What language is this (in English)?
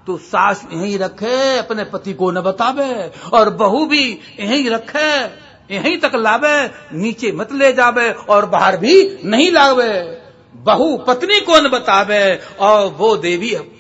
Hindi